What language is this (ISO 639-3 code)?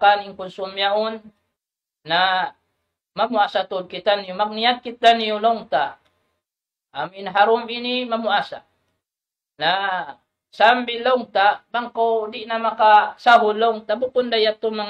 tsg